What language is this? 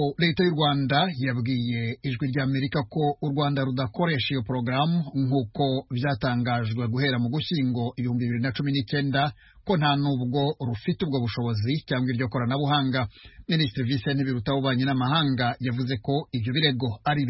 Kinyarwanda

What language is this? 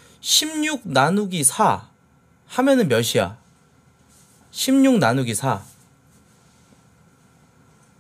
Korean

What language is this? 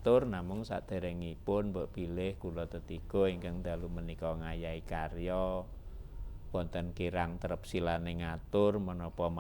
Javanese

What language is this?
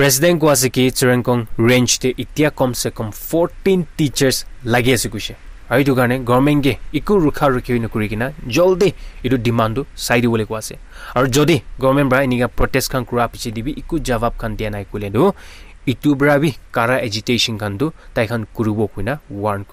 Naga Pidgin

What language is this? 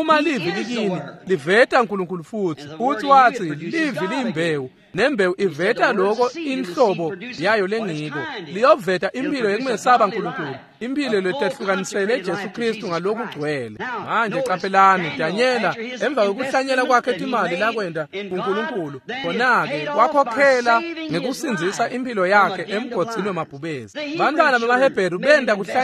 Swati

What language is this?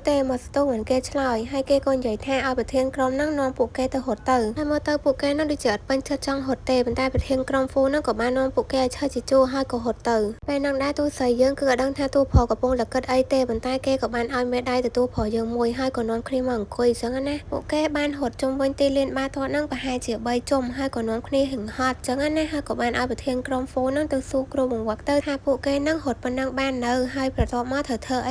Khmer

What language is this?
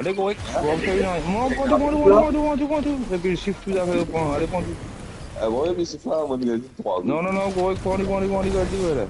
Morisyen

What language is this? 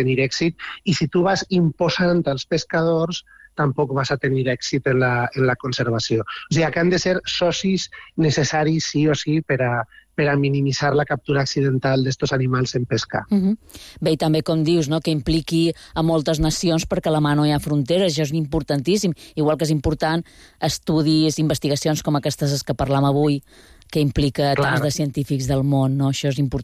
Catalan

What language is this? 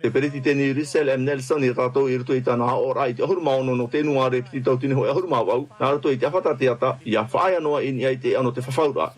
Tahitian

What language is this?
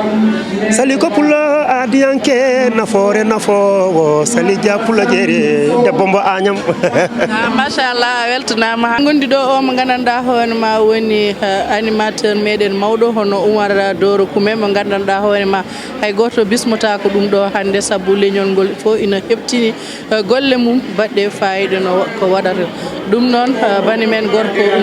Fula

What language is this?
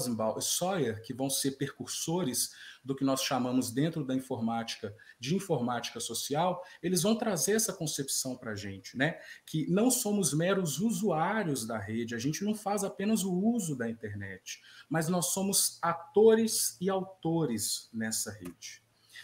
Portuguese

